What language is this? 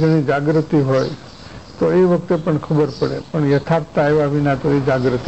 Gujarati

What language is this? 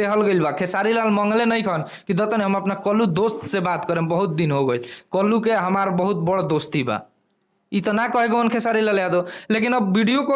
Bhojpuri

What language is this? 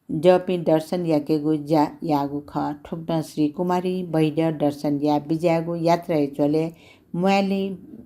Newari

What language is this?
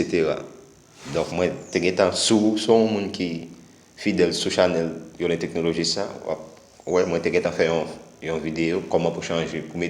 Haitian Creole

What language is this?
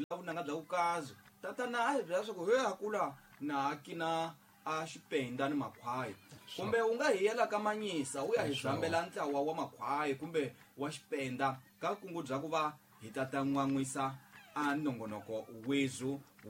Tsonga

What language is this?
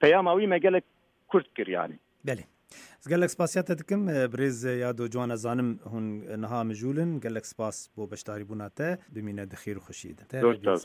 Kurdish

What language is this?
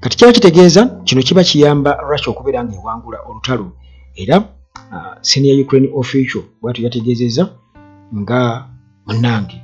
Ganda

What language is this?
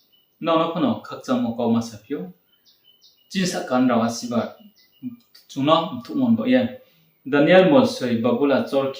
Riang (India)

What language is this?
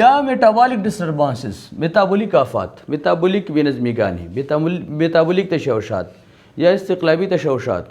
Pashto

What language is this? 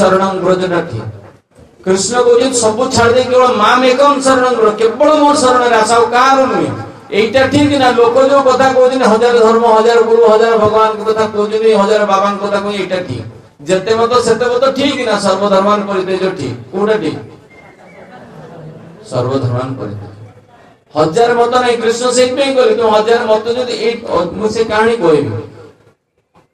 Odia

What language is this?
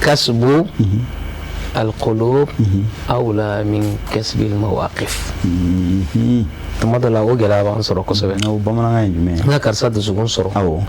Bambara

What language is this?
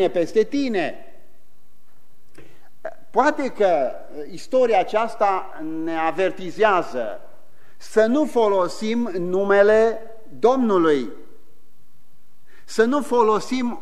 Romanian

